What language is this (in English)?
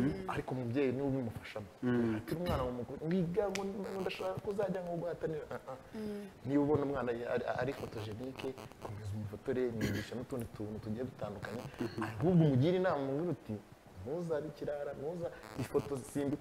Kinyarwanda